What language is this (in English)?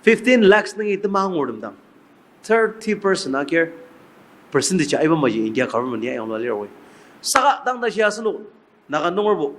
Ao Naga